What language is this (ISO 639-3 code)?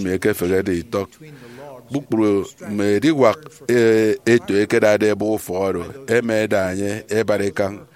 efi